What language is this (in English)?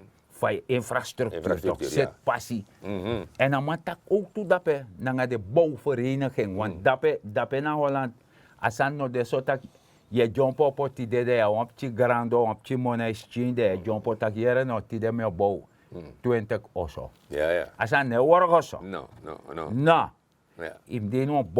Sranan Tongo